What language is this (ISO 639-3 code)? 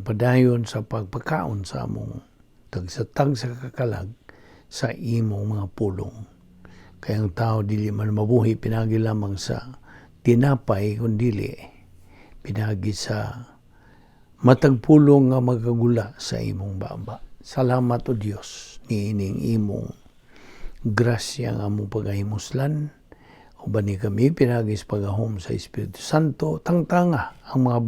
ceb